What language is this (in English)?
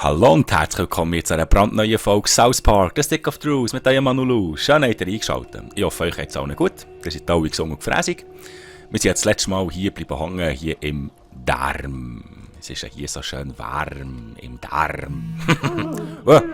Swiss German